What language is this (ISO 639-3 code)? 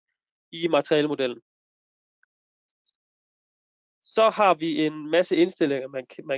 dan